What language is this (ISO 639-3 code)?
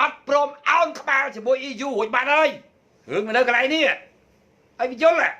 khm